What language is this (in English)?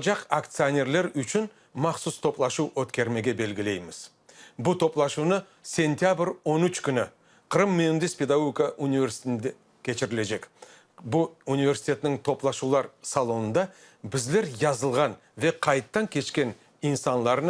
Crimean Tatar